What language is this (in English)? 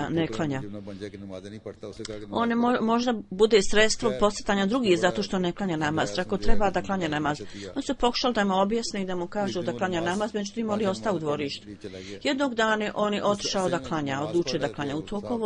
Bosnian